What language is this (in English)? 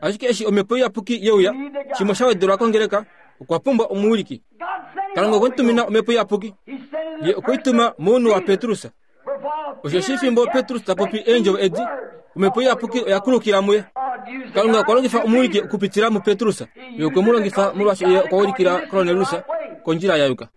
Kuanyama